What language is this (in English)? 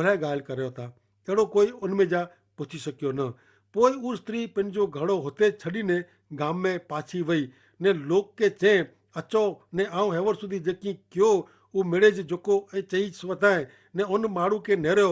Kachhi